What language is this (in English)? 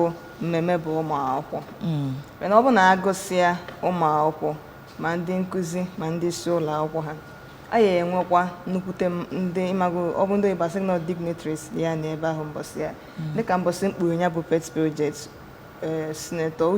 Igbo